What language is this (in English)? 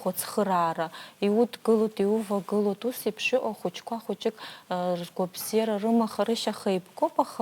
Abkhazian